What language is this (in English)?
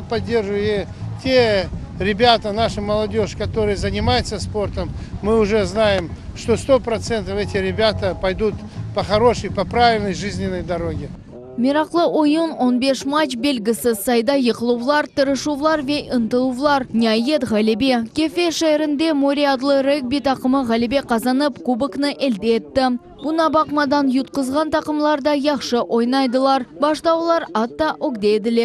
Crimean Tatar